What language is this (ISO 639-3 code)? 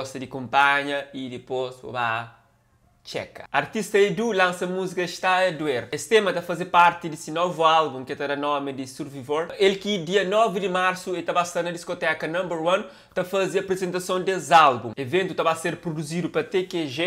kea